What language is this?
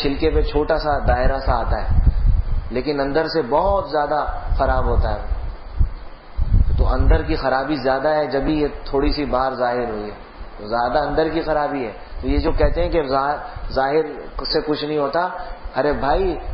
Urdu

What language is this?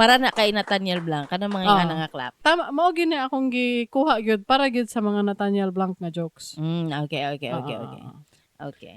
Cebuano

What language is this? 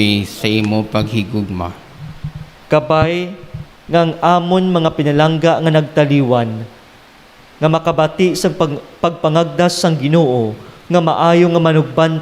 Hiligaynon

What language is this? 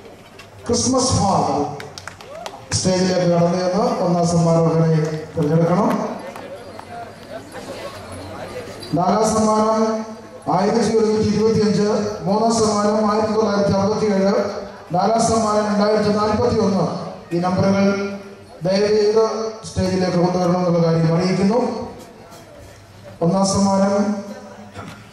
Malayalam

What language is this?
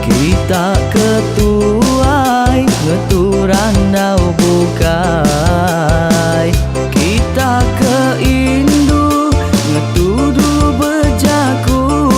Iban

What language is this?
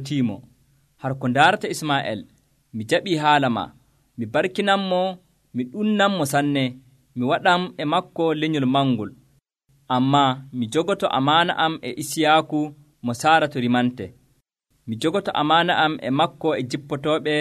Nigerian Fulfulde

